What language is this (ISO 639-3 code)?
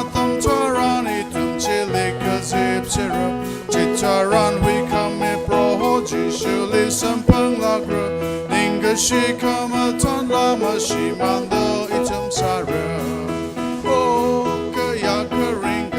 nmf